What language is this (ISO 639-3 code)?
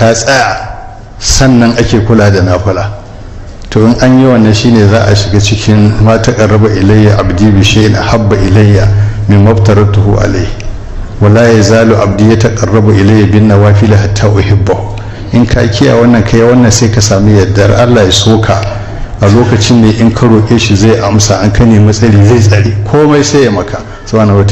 hau